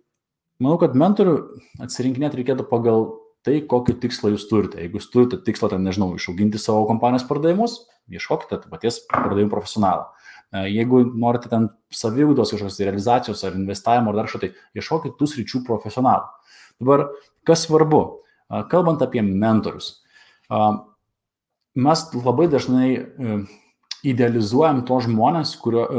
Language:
Lithuanian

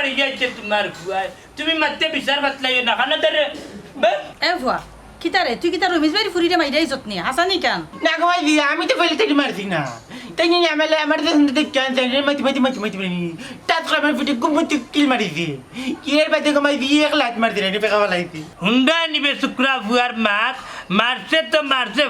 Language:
Sylheti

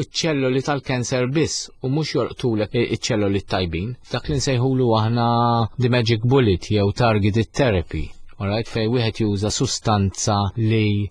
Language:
Maltese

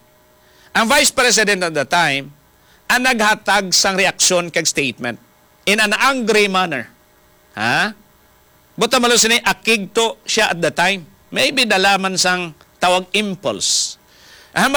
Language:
Hiligaynon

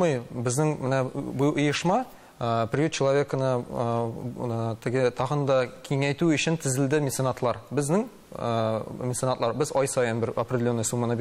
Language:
Tatar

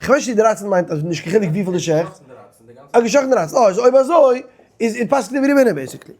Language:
Yiddish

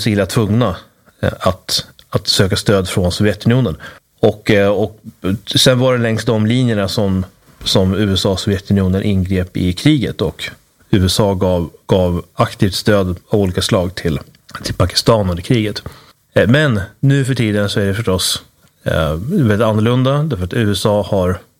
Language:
Swedish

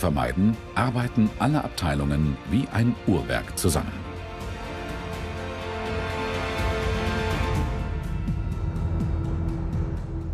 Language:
German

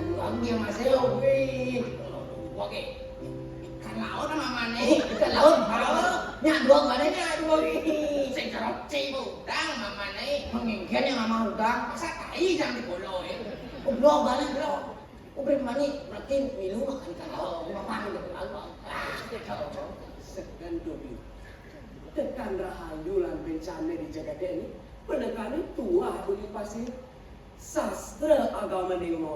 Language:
Balinese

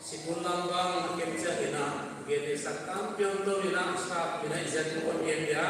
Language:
Paite Chin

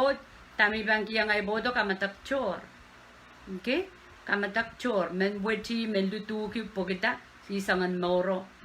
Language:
Pohnpeian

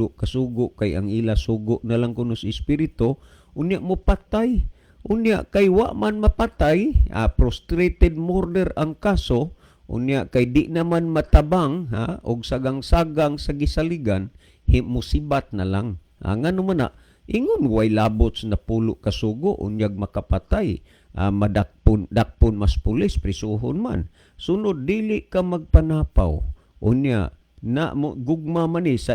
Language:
Cebuano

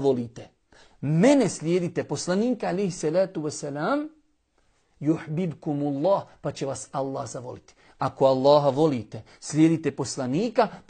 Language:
Bosnian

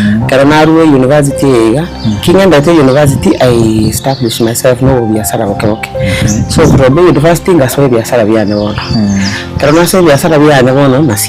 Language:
Gusii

